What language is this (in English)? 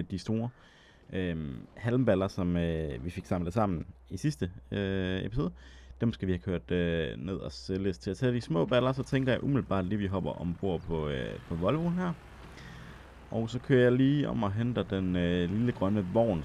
Danish